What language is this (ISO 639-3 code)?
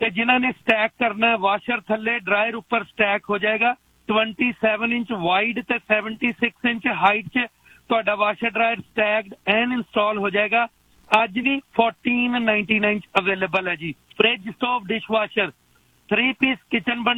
pan